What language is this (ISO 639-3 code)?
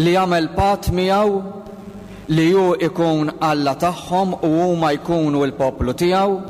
mlt